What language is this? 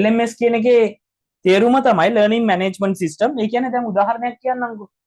Sinhala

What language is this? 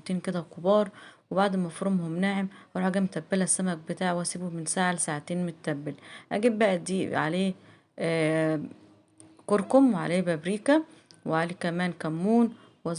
Egyptian Arabic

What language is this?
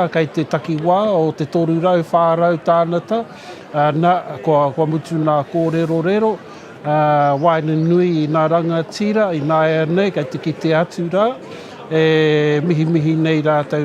Māori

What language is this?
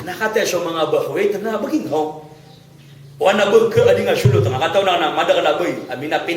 Maranao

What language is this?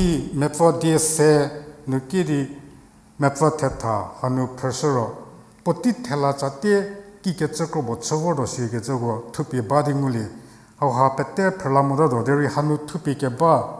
Angami Naga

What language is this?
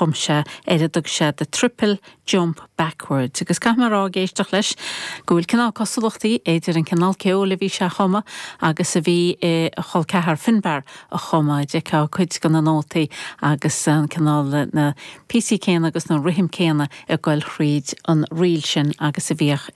Irish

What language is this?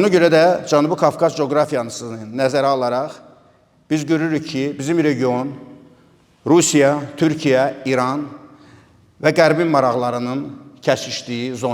Azerbaijani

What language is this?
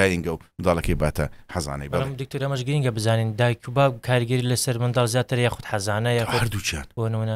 Central Kurdish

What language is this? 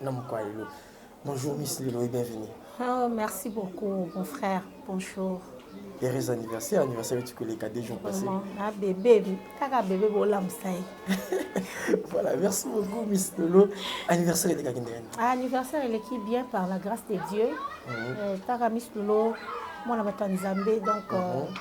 Lingala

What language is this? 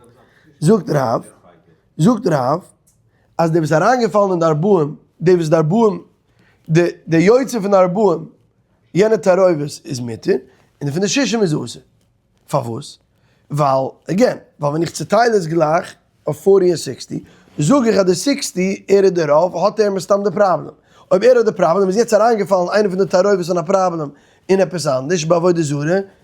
Yiddish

